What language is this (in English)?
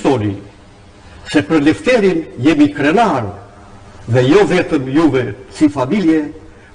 Albanian